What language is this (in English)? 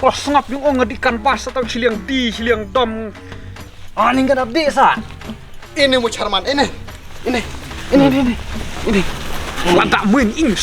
Khasi